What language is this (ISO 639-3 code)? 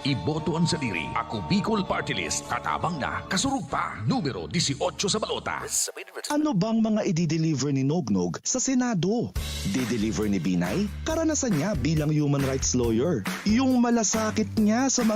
bik